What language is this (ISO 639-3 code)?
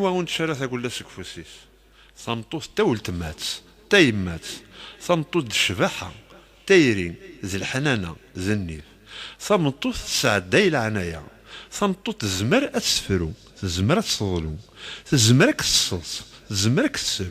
kab